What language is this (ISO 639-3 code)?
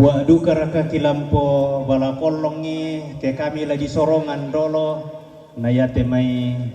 sda